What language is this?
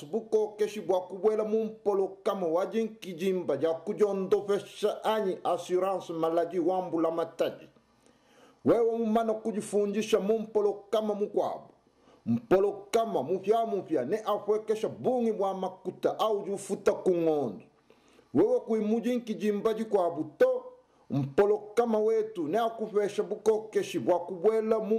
Luba-Lulua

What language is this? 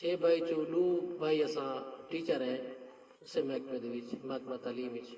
Saraiki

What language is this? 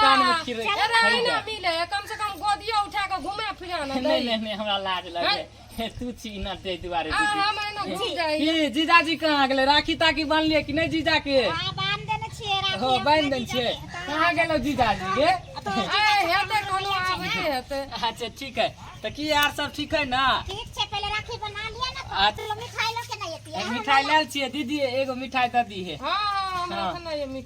Maithili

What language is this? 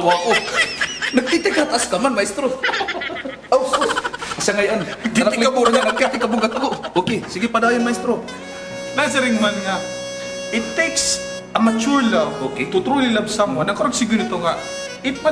Waray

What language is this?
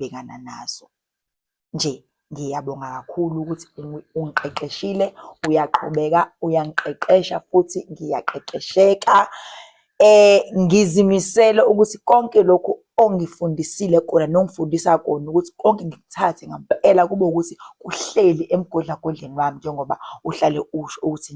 Zulu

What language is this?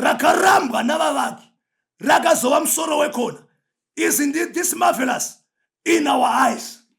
Shona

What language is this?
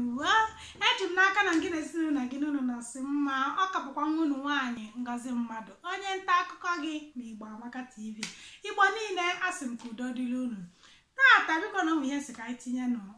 Igbo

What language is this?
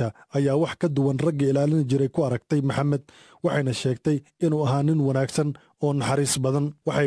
Somali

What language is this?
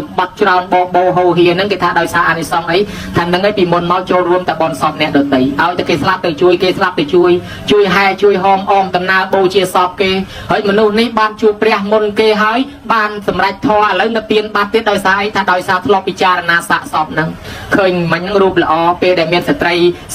Khmer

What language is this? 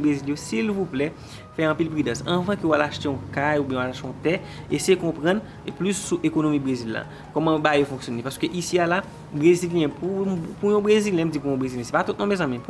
Haitian Creole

